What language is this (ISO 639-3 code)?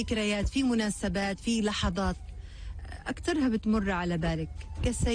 apc